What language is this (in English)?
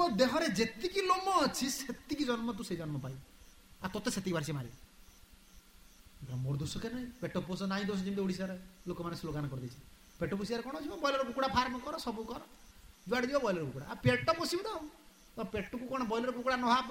Odia